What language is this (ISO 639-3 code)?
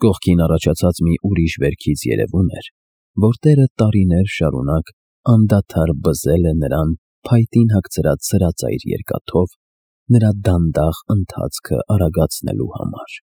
hye